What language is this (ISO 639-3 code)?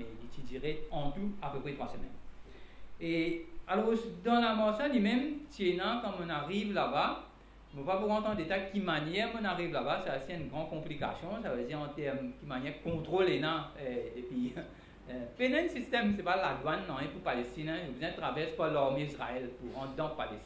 mfe